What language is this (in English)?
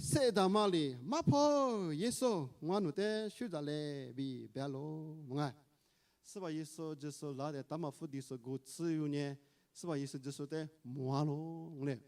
Lisu